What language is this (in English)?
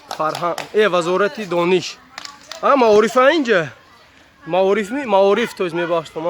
Tajik